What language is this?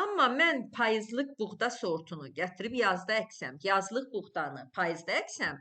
Azerbaijani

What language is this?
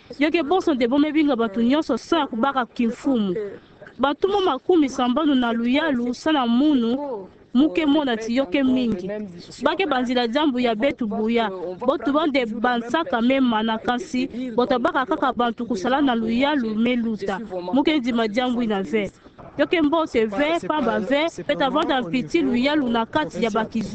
Kituba (Democratic Republic of Congo)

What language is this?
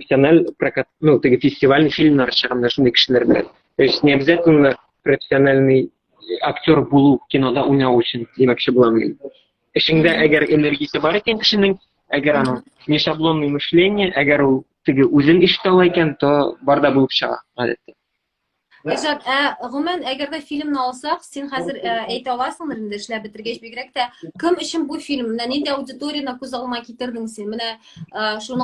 Tatar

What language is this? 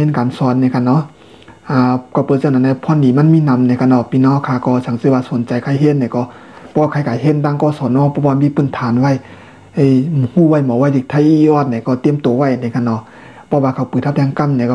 Shan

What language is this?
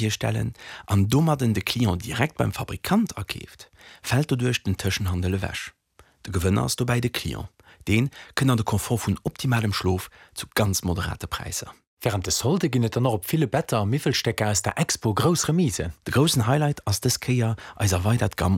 Luxembourgish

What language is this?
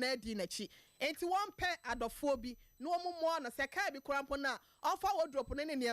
Akan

